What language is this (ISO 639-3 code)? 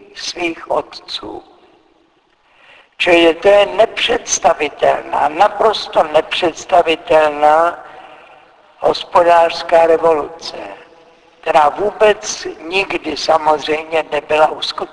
ces